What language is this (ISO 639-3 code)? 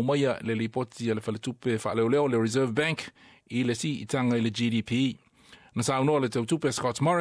smo